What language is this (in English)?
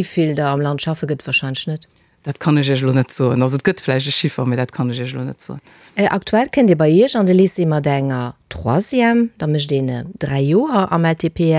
Luxembourgish